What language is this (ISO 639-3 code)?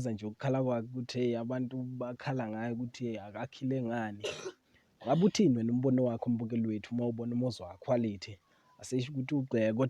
zul